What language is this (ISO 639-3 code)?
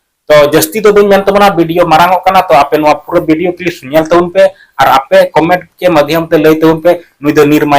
sat